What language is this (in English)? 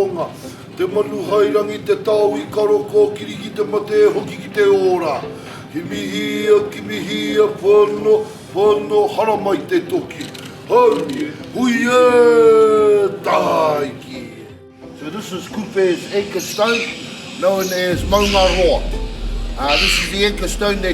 Māori